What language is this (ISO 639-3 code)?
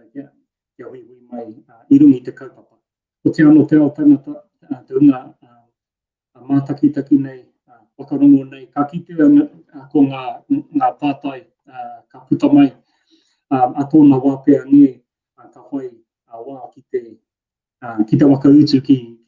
mri